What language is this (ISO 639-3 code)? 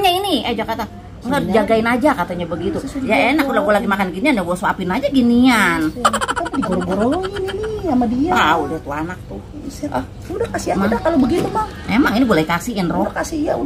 bew